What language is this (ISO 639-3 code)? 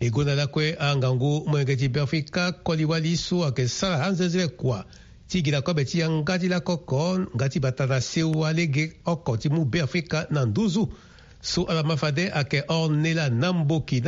sag